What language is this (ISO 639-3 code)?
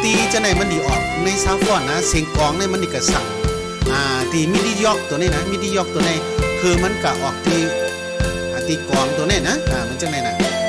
shn